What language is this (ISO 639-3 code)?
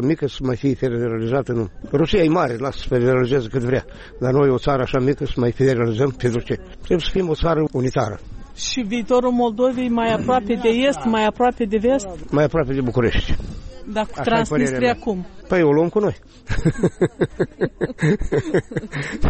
ron